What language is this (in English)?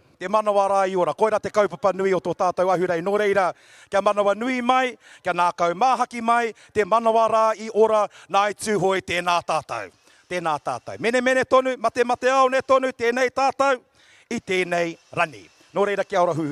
Māori